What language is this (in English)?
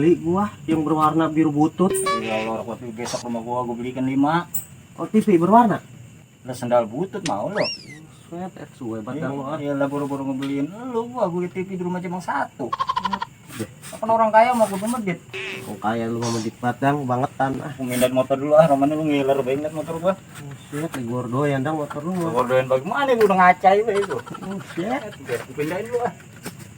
Betawi